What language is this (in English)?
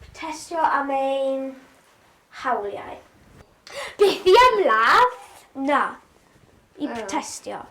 Welsh